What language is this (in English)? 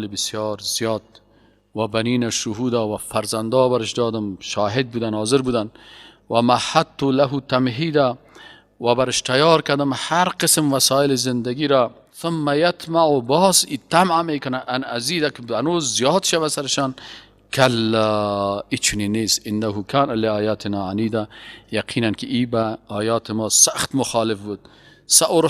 Persian